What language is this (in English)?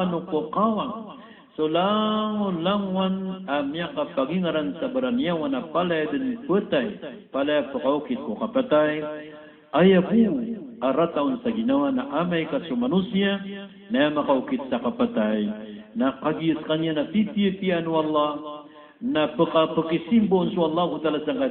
Maranao